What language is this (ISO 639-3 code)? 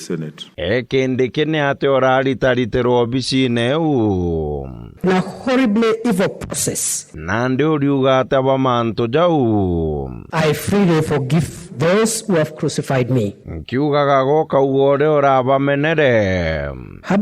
mer